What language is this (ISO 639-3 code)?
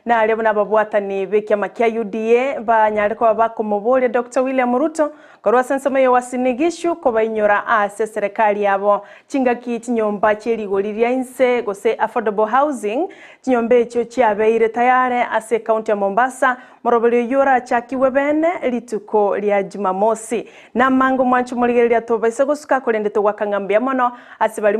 guz